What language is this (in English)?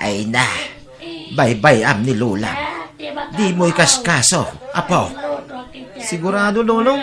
Iloko